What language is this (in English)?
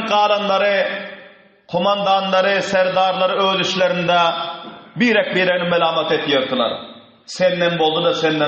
Turkmen